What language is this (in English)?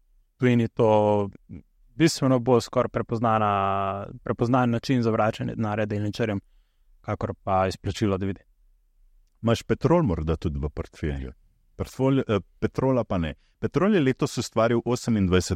Slovenian